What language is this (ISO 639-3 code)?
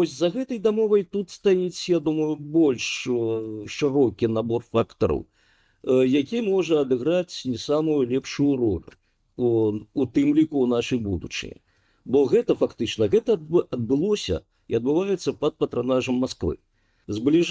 bel